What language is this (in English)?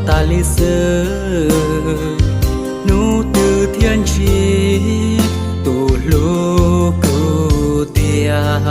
Hmong